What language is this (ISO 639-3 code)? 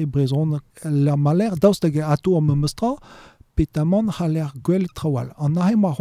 bre